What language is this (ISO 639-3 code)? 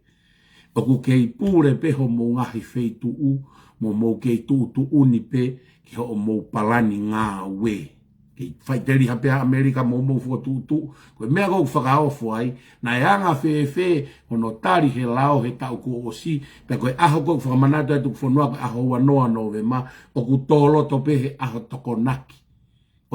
ton